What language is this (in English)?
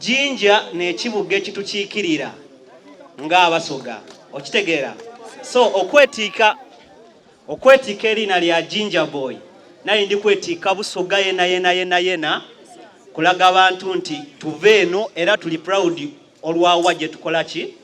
Soga